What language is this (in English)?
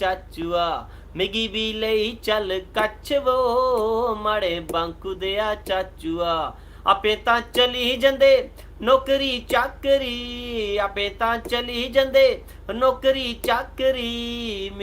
Dogri